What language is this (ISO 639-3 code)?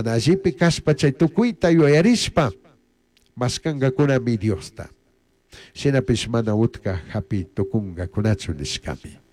qug